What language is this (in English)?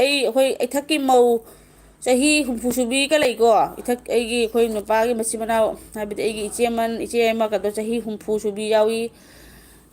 Manipuri